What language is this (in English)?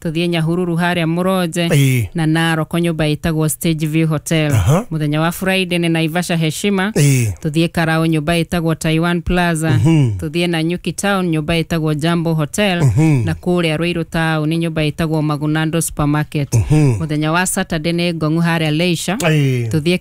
Kikuyu